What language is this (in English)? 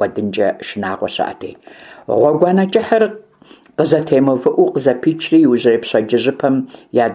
Kabardian